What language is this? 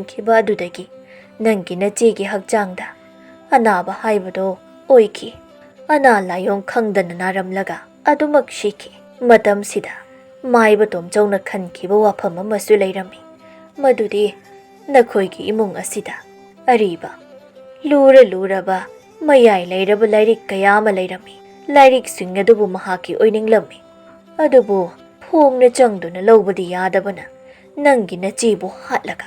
Manipuri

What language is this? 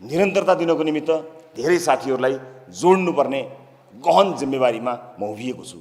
Nepali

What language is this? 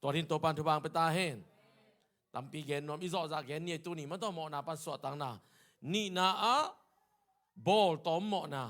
Tedim Chin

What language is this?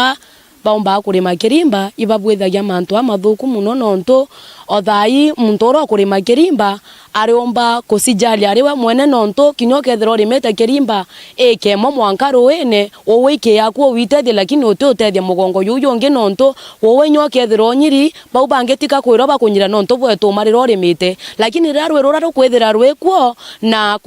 Meru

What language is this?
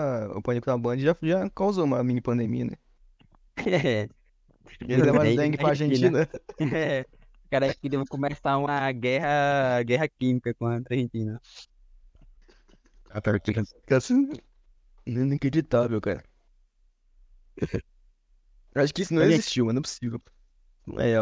Portuguese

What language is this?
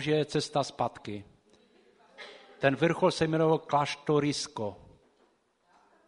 Czech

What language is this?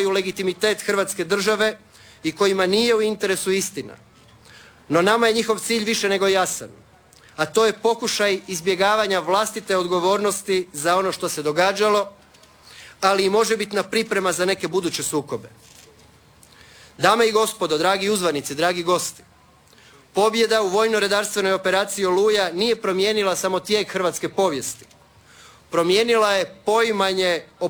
Croatian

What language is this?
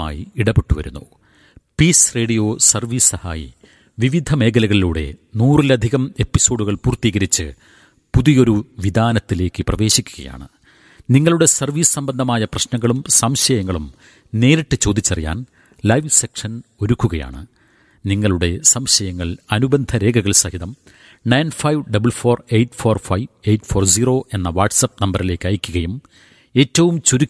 Malayalam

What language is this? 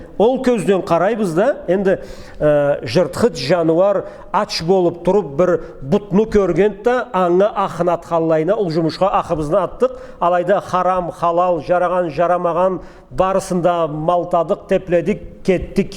Karachay-Balkar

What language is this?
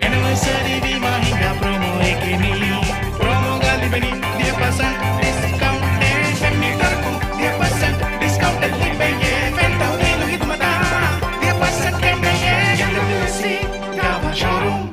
Divehi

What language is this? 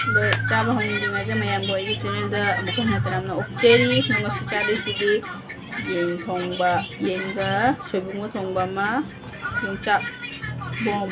Manipuri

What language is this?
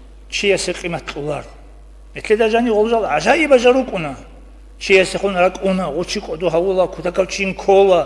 Avaric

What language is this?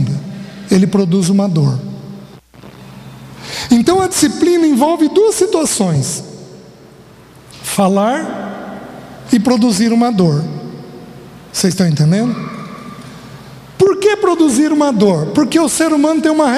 Portuguese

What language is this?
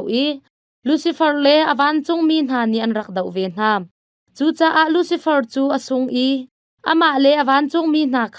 Hakha Chin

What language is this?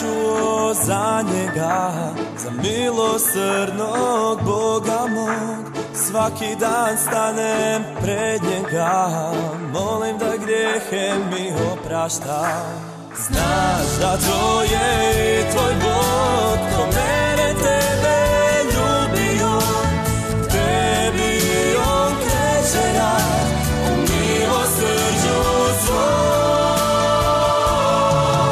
Croatian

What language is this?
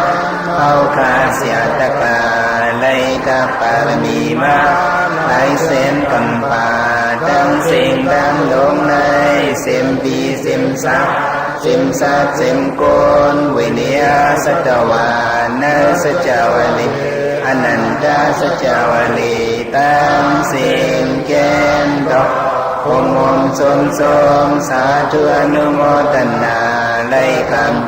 Shan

